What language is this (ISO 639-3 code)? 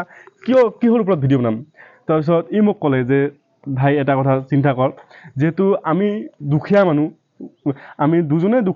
asm